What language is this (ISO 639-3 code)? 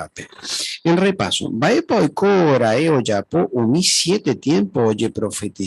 grn